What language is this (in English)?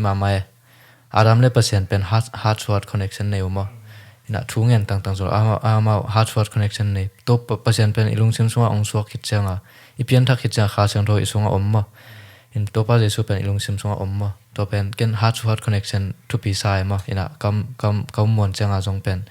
Tedim Chin